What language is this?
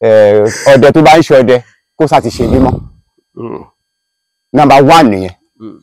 Yoruba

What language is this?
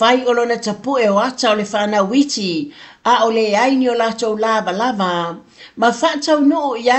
Samoan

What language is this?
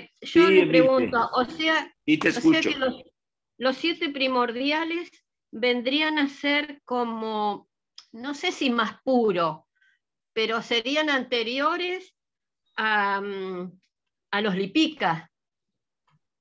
Spanish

